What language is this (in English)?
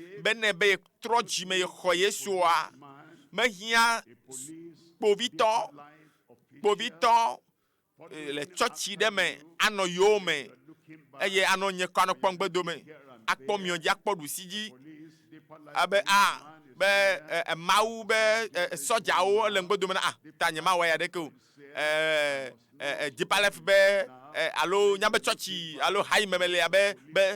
Ewe